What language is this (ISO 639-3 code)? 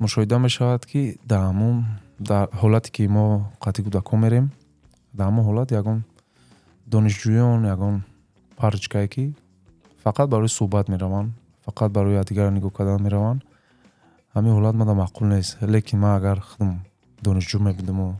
tgk